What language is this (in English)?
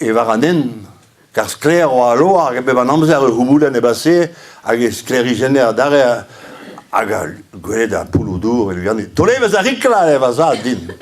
Breton